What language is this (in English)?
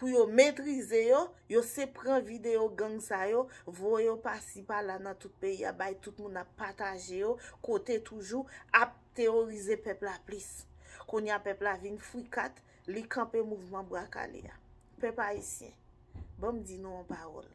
Haitian Creole